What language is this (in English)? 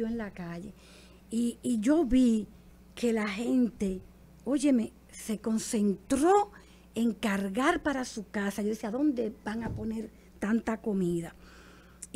Spanish